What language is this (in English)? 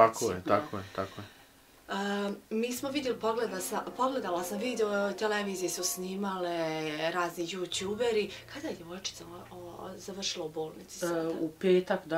Bosnian